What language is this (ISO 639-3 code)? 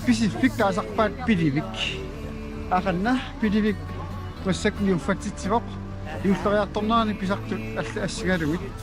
kal